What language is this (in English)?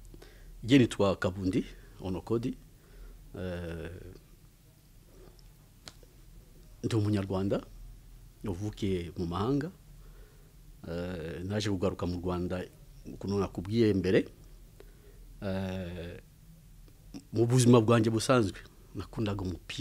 Kinyarwanda